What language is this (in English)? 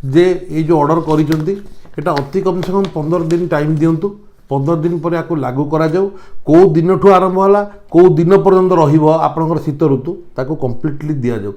Odia